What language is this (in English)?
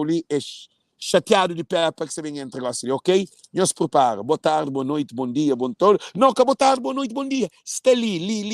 Kabuverdianu